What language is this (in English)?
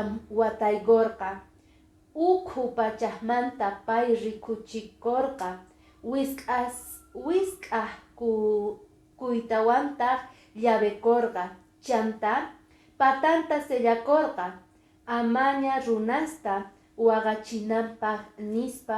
Quechua